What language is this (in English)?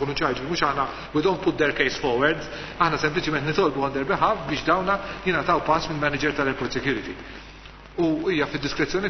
Maltese